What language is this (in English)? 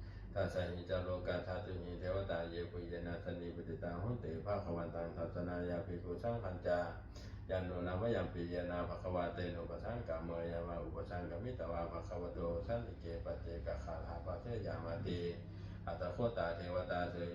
Pali